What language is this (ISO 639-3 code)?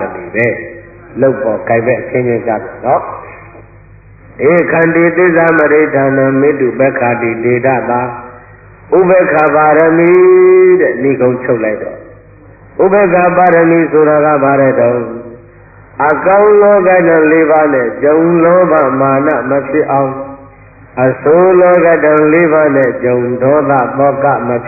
mya